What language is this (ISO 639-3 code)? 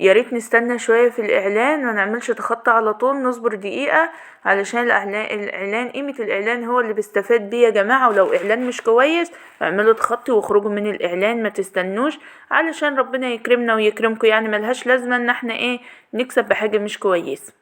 arz